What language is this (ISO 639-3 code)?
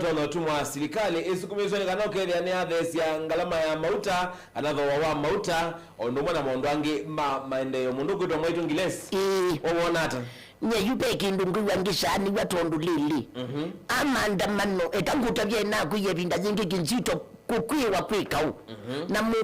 kam